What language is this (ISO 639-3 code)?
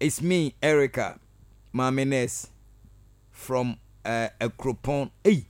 aka